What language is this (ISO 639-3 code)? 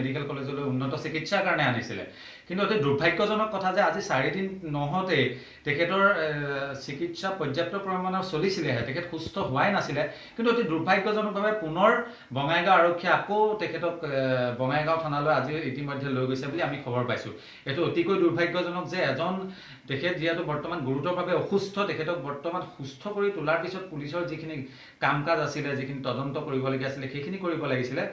asm